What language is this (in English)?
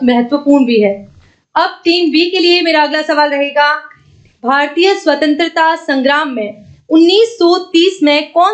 Hindi